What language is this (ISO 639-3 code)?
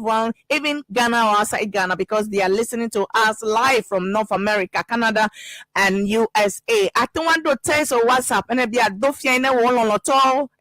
ewe